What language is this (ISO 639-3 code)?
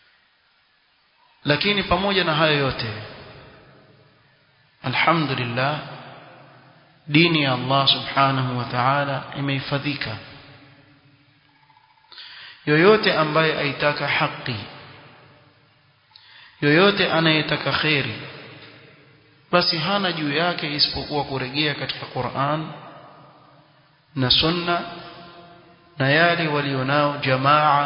swa